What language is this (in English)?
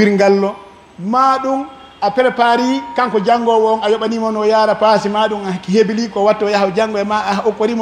Pular